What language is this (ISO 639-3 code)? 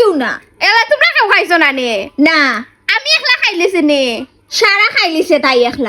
syl